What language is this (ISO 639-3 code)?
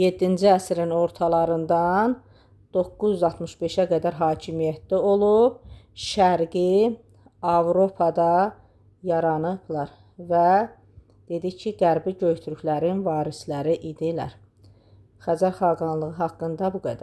aze